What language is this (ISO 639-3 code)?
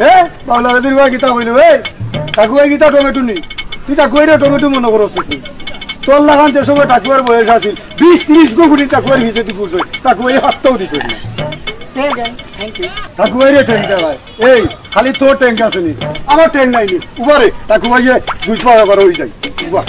syl